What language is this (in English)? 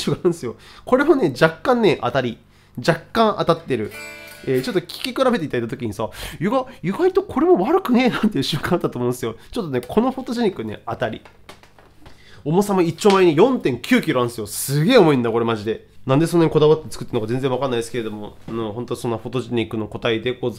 Japanese